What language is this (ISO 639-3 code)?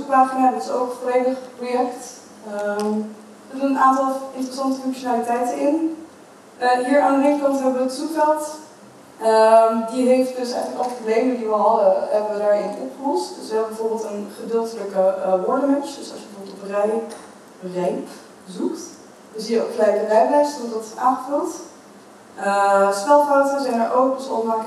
nld